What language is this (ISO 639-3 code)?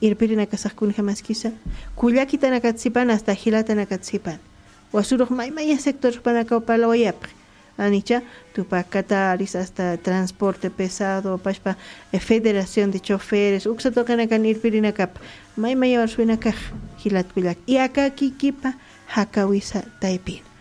aym